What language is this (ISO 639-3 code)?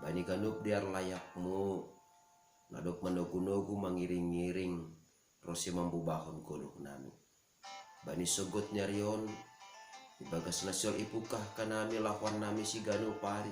bts